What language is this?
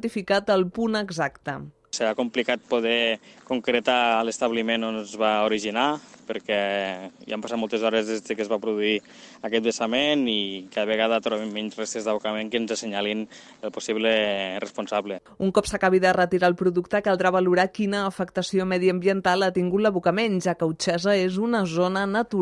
Catalan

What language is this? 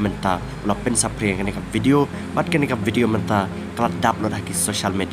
Khasi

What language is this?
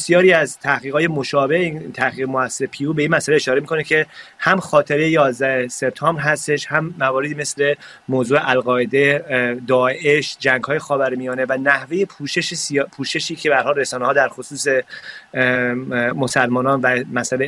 Persian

